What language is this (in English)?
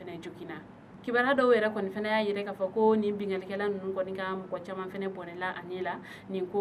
Bambara